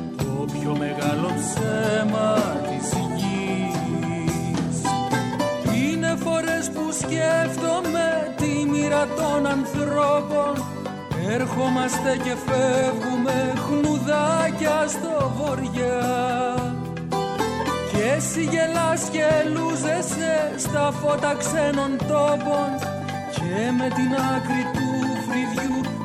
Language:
Greek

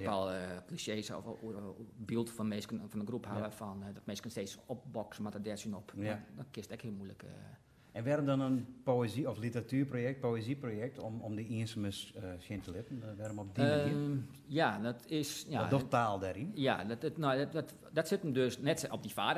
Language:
Western Frisian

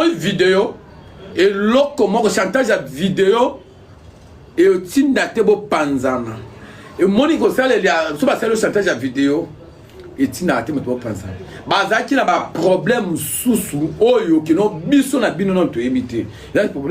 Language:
Lingala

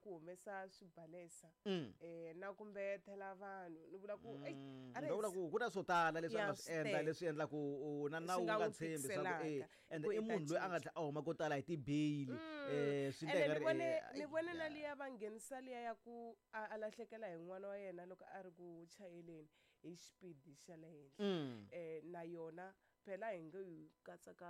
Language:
Tsonga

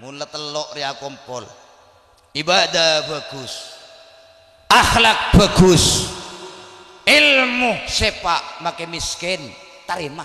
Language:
Madurese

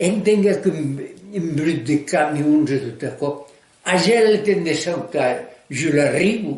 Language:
Occitan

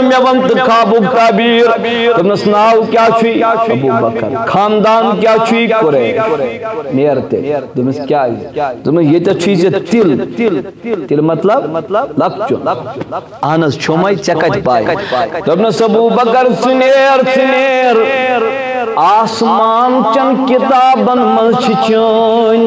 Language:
Kashmiri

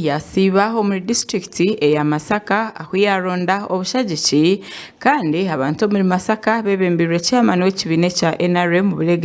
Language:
Nyankole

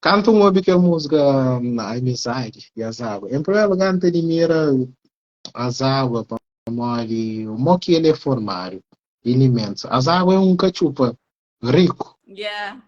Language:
Kabuverdianu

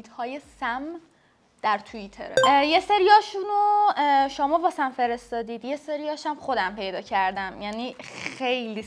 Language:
Persian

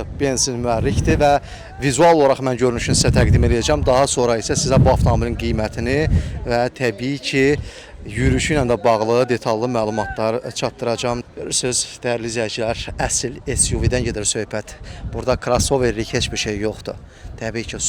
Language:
Azerbaijani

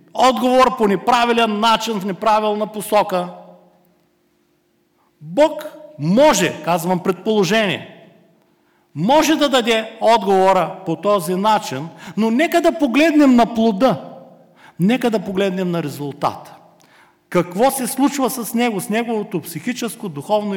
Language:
Bulgarian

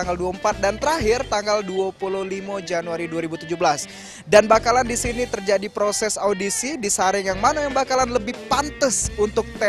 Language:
Musi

